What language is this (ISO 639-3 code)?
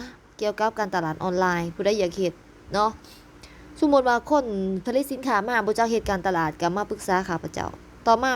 lao